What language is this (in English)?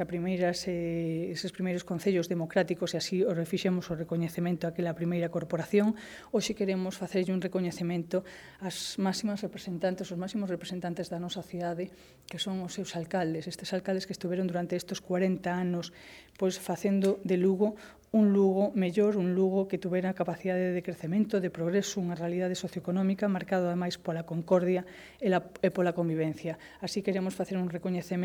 Galician